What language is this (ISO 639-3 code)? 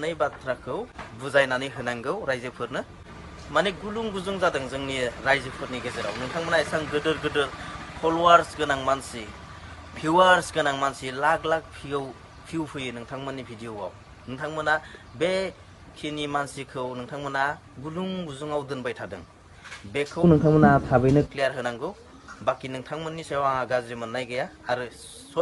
brx